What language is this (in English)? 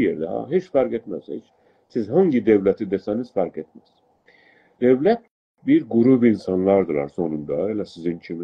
South Azerbaijani